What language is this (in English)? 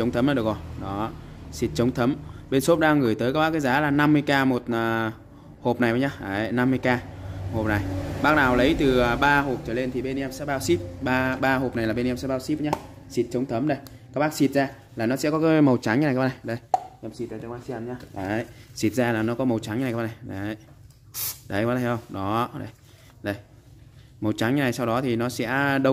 Vietnamese